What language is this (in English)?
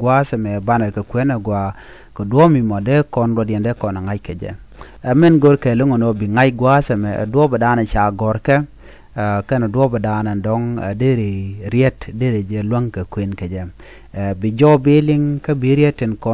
Nuer